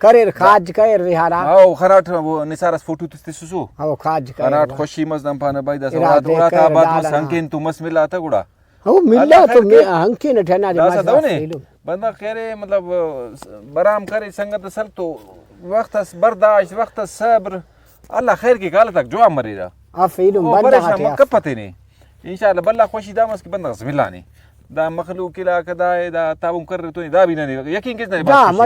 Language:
Brahui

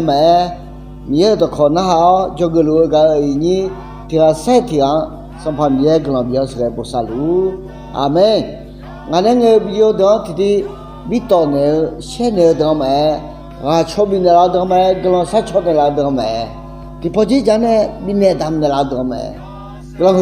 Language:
Akha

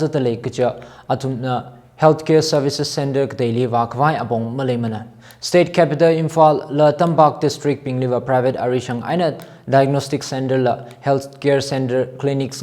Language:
Tangkhul Naga (India)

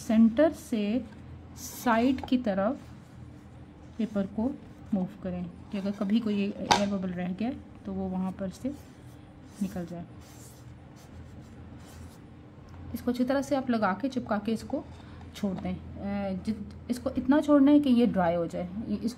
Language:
Hindi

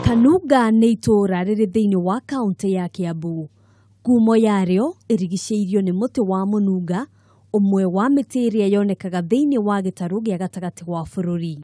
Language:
Kikuyu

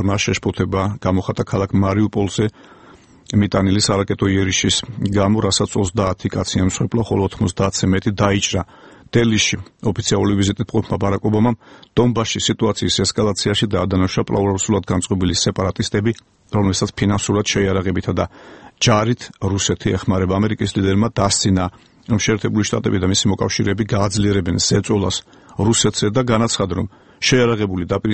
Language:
Georgian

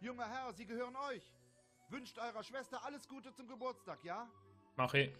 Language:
Swiss German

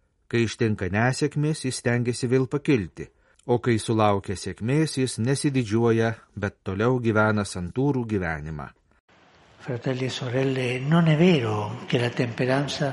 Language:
Lithuanian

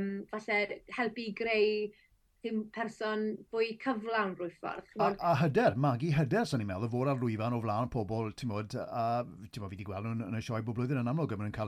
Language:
Welsh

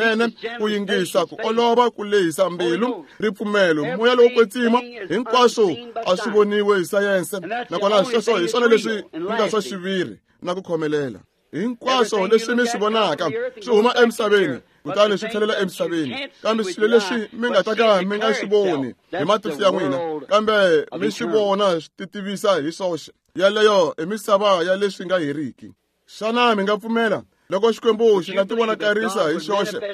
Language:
Tsonga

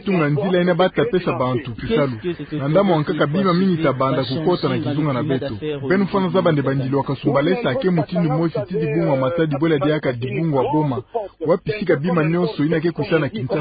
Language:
Kituba (Democratic Republic of Congo)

